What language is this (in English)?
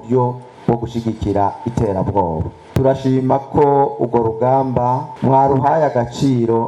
Rundi